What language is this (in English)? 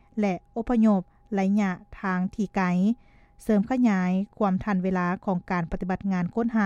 Lao